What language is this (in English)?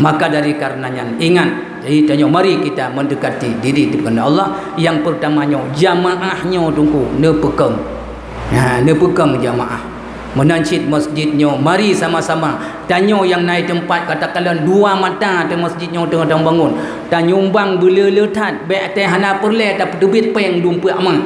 Achinese